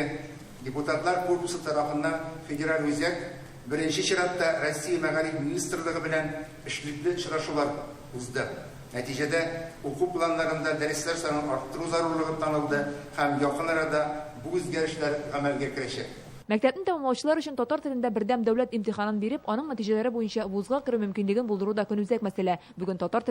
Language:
Tatar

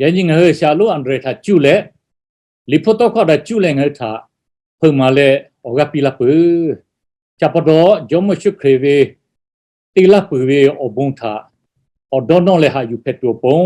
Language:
Lahu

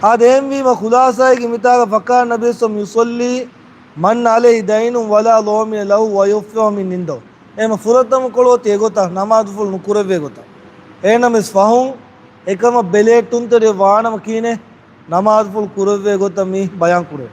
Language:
Divehi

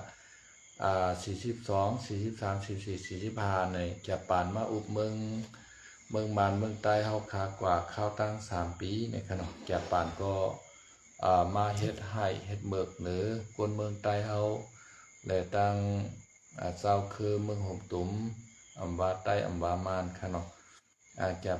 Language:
Shan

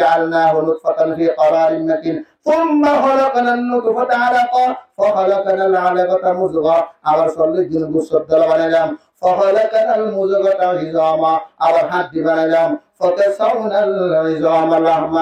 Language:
Rohingya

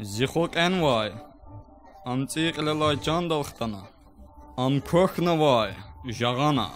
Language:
Lezghian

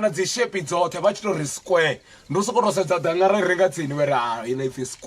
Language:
Venda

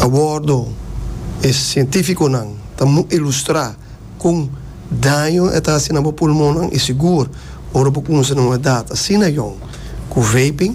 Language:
Papiamento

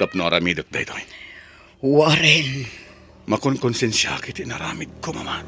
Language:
Iloko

